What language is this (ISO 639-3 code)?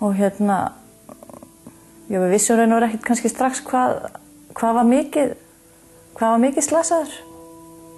isl